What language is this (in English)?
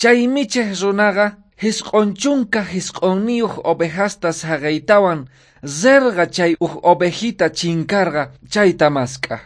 South Bolivian Quechua